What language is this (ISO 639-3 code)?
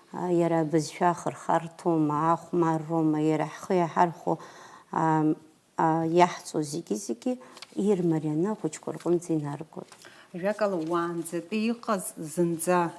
abk